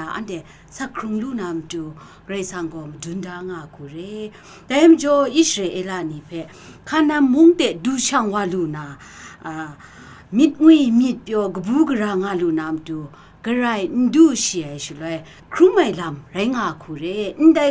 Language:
Kachin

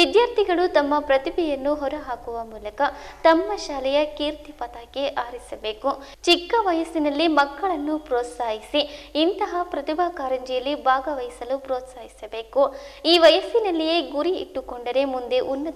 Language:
Kannada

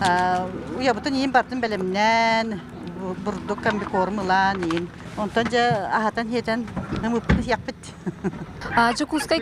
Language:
Yakut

